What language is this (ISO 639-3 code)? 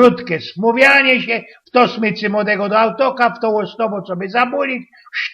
szl